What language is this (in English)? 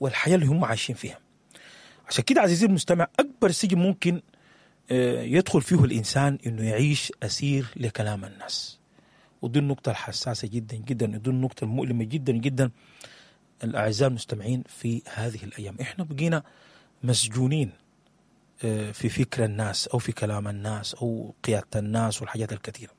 Sudanese Arabic